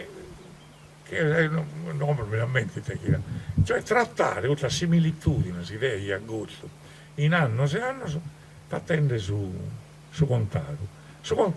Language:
Sardinian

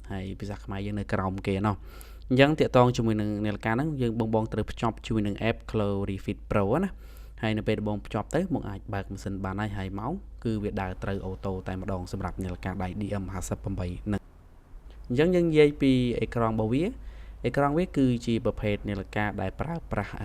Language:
Khmer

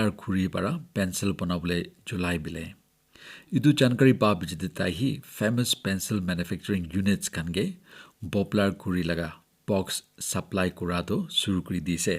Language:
Naga Pidgin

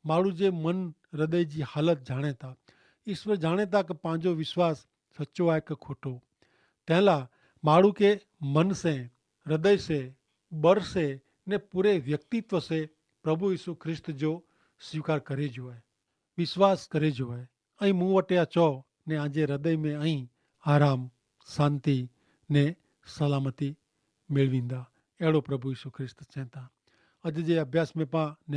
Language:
Kachhi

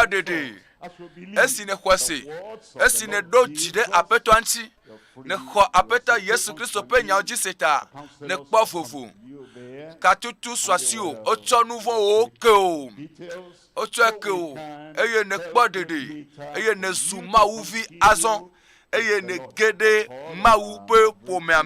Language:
Ewe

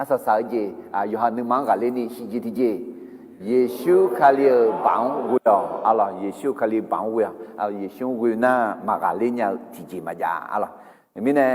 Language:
Akha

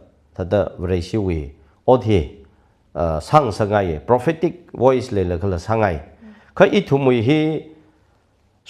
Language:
Tangkhul Naga (India)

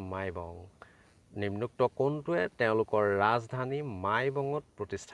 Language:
Assamese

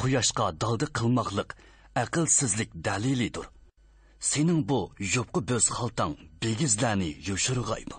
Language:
Uyghur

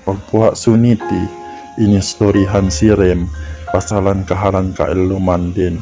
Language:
Yakan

